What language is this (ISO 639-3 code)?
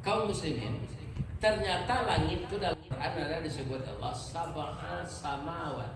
min